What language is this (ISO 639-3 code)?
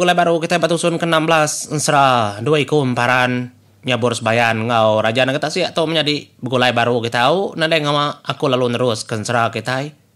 iba